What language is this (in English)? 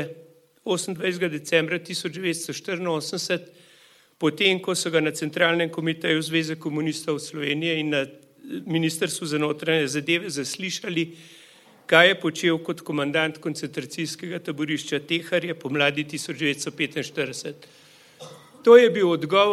Slovenian